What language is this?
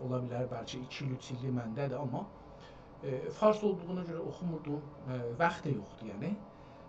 South Azerbaijani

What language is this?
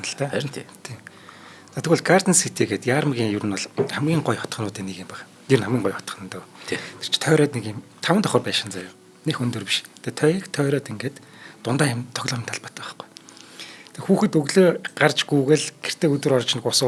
Mongolian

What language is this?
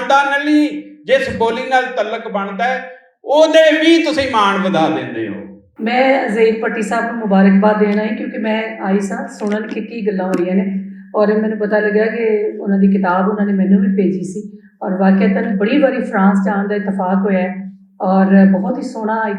Western Panjabi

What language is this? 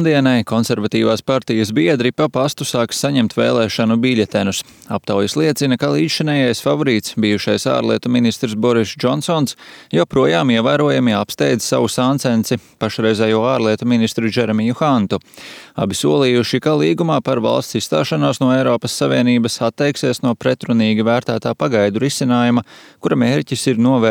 Latvian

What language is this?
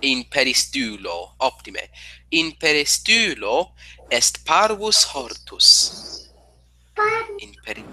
Latin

